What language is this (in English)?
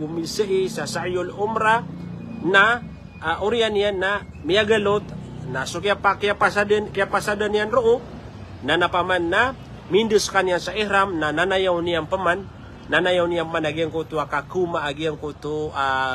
Maranao